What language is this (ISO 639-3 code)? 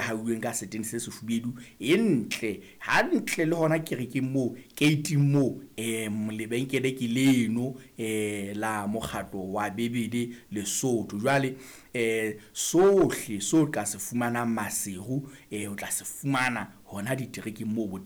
sot